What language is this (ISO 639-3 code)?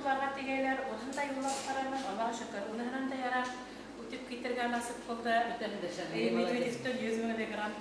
bak